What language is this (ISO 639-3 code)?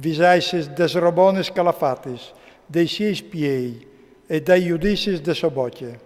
fur